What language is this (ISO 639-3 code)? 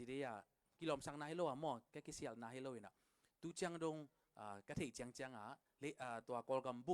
ctd